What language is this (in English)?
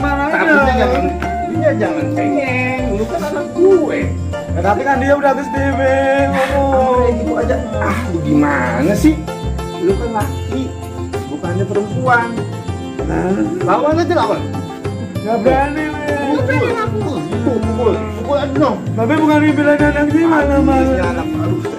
Betawi